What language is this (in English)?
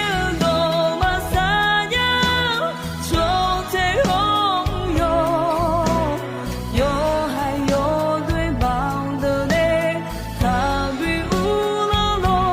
Akha